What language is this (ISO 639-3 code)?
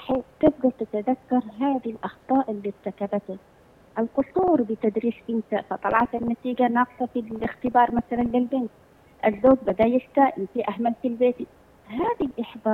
ara